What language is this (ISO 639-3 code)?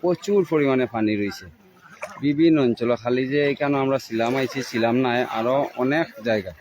syl